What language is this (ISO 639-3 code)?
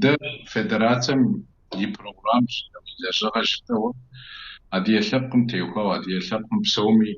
kbd